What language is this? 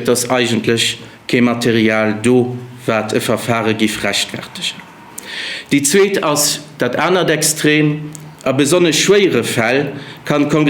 Luxembourgish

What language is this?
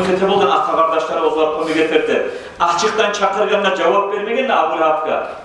Kumyk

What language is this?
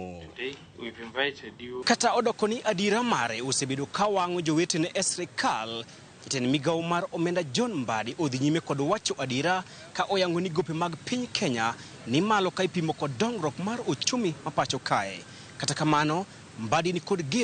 Luo (Kenya and Tanzania)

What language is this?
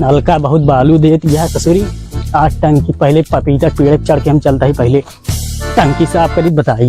Awadhi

